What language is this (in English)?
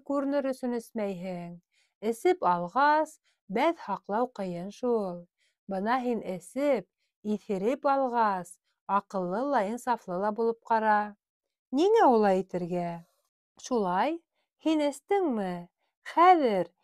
Bashkir